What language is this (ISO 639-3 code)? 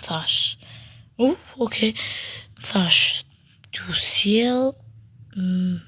sqi